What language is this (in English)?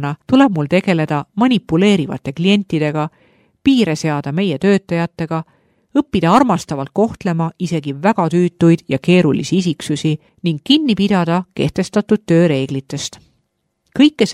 Estonian